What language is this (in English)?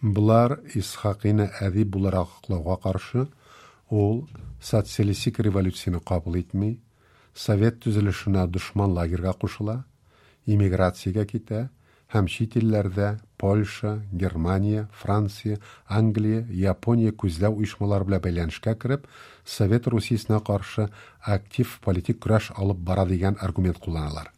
Tatar